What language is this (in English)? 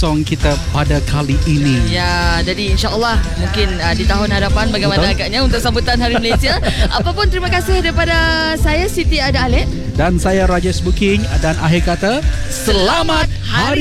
Malay